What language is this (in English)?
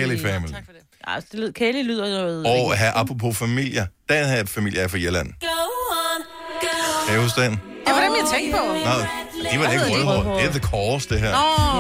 Danish